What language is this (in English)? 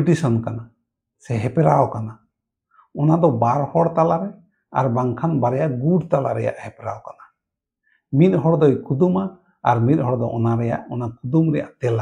Santali